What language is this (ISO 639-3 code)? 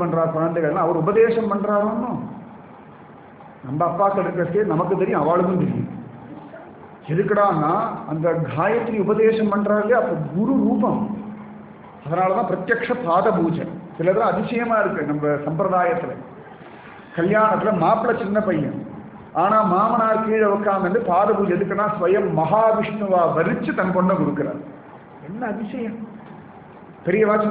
tam